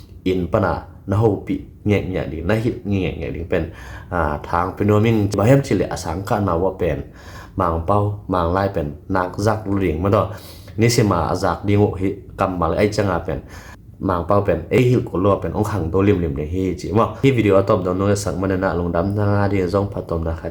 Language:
Tedim Chin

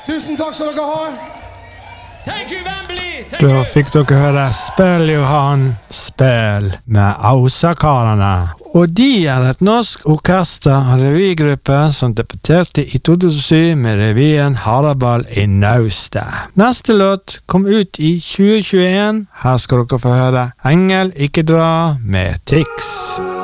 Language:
Norwegian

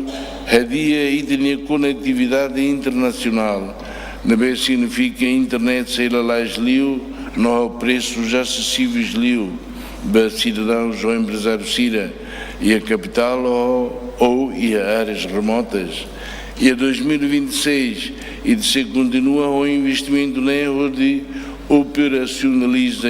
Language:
Tetum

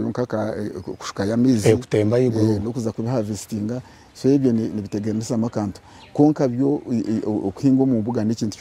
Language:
Nyankole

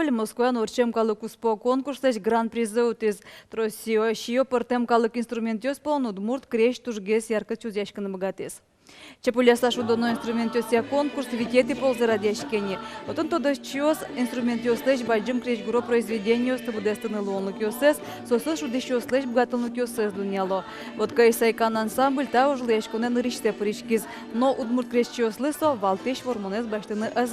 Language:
Udmurt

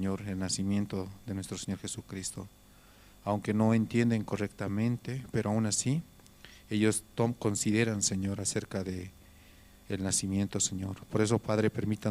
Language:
Aymara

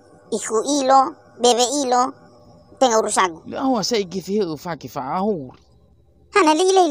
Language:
Nias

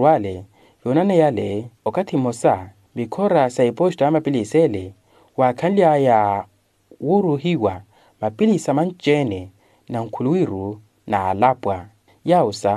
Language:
Makhuwa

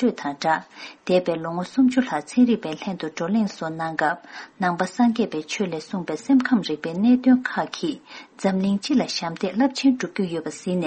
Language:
Tibetan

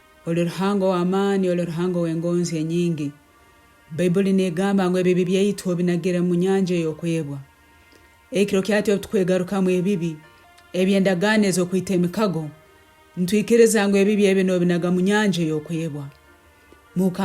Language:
Nyankole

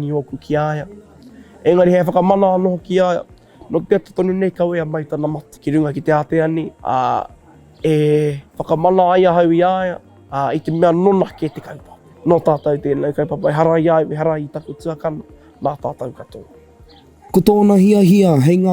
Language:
Māori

